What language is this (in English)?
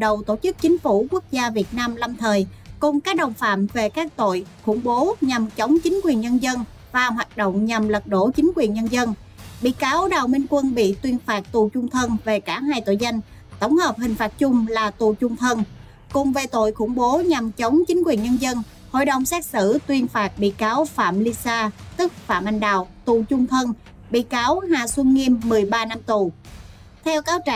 Vietnamese